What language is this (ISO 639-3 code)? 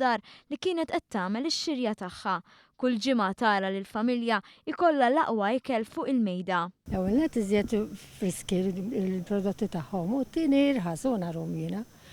mlt